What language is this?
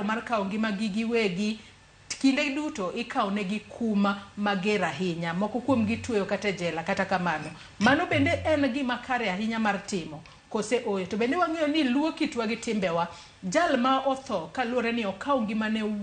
Luo (Kenya and Tanzania)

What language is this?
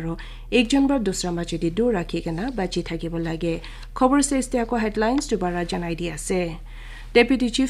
Naga Pidgin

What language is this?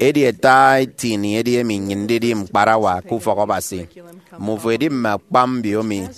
Efik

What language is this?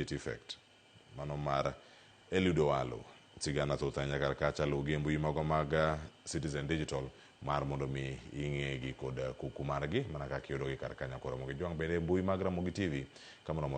Luo (Kenya and Tanzania)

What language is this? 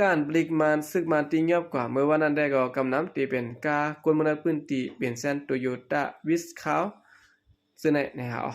Shan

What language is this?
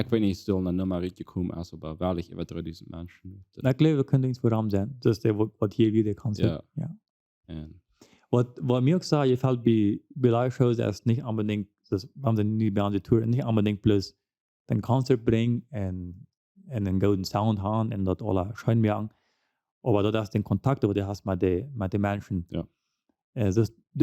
Plautdietsch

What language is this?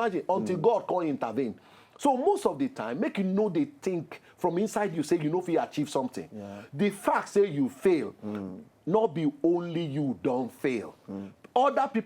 Nigerian Pidgin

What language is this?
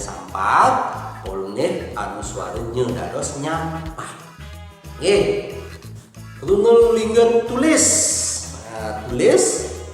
Balinese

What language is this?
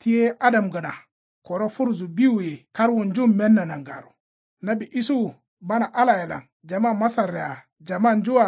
Kanuri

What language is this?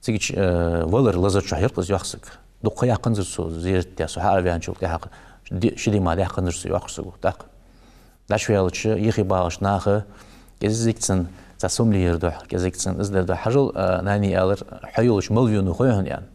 Ingush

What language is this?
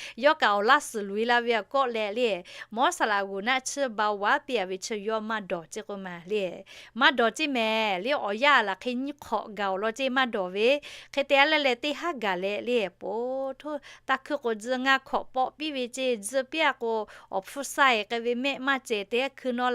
Lahu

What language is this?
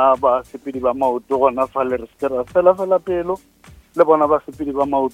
Northern Sotho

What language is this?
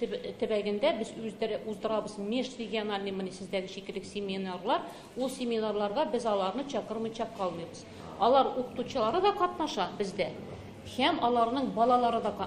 Tatar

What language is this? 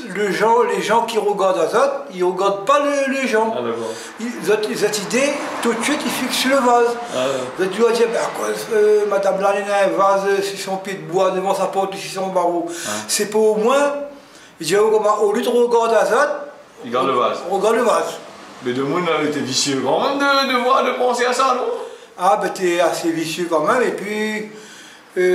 Réunion Creole French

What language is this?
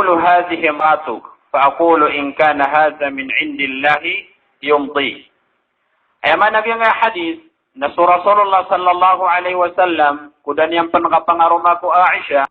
Maranao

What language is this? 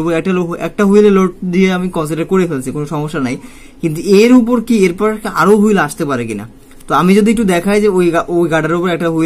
Bangla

